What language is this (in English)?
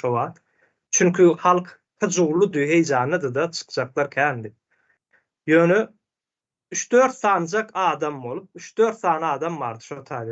Turkmen